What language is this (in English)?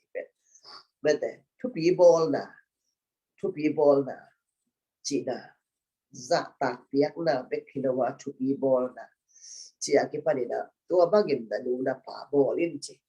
Tedim Chin